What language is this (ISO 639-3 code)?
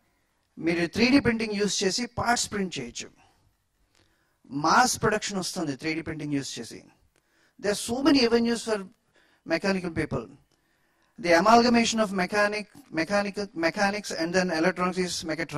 tel